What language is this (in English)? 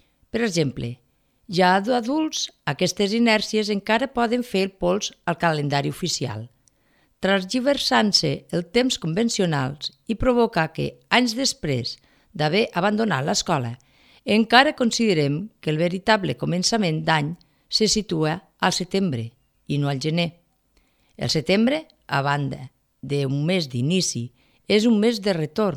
Catalan